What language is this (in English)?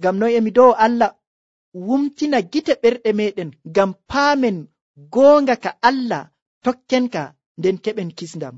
Nigerian Fulfulde